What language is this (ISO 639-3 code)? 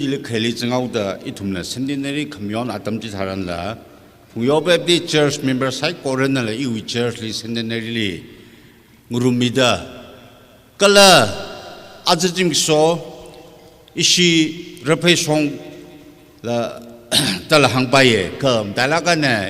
nmf